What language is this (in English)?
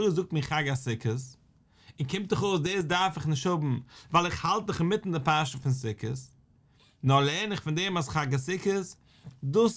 Yiddish